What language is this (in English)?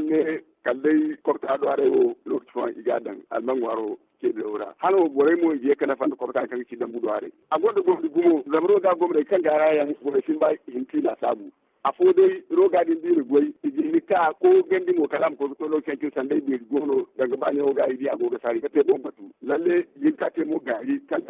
Zarma